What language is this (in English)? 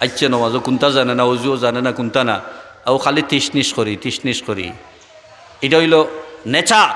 Sylheti